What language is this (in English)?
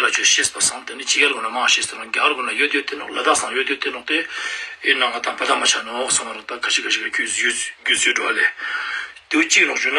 Ladakhi